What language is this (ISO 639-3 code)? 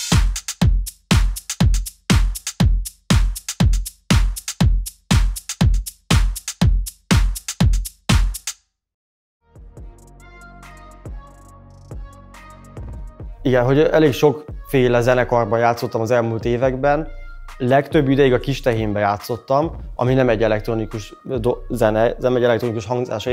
hun